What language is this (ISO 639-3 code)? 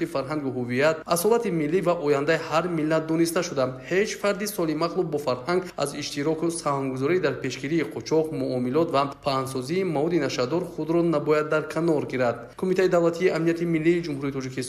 tgk